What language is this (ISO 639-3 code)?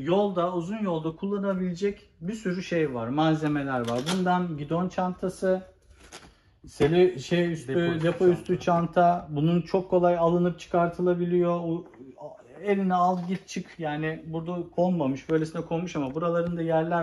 tur